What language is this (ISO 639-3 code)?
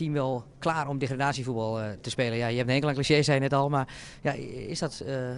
nld